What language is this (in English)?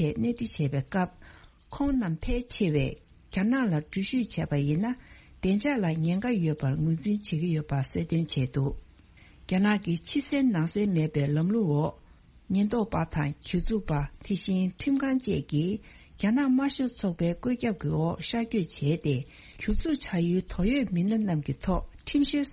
Tibetan